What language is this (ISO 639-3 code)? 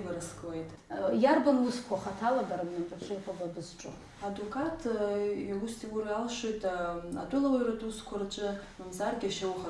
abk